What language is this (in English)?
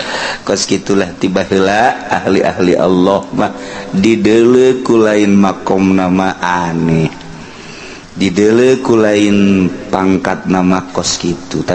Sundanese